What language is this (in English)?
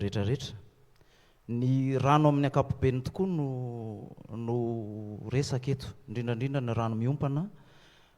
Malagasy